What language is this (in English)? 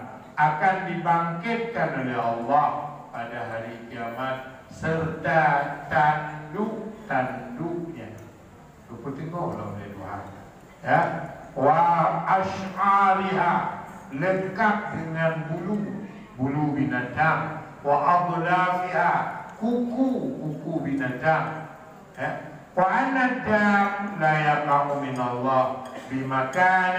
Achinese